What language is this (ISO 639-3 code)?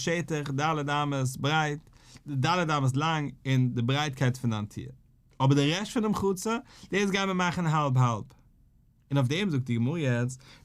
yid